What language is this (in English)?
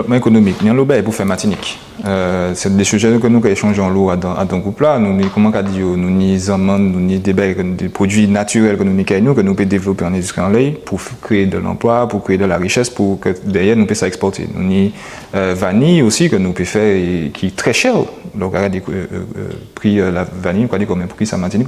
Guadeloupean Creole French